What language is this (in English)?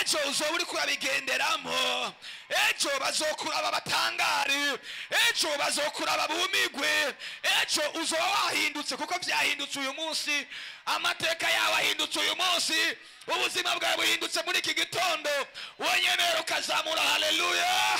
Rundi